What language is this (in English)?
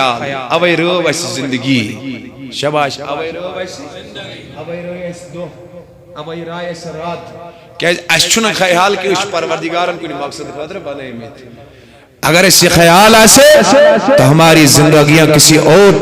Kashmiri